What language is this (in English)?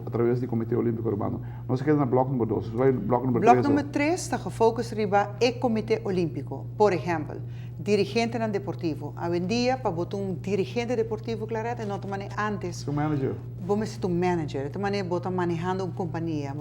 Papiamento